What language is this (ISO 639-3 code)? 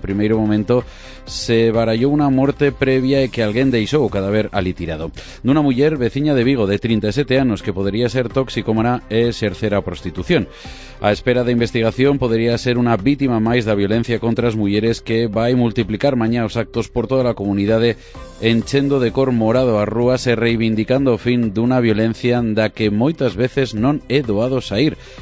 glg